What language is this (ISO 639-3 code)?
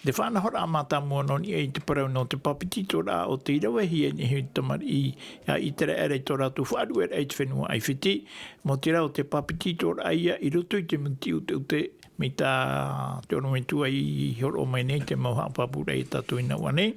tah